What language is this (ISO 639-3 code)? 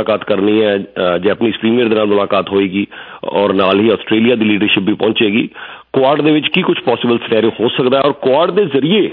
pan